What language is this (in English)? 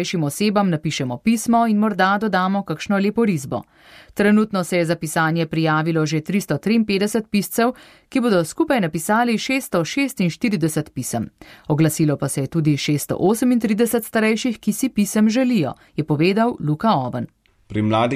Slovenian